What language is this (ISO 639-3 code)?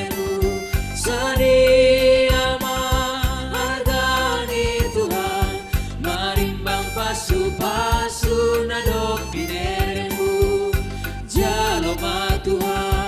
bts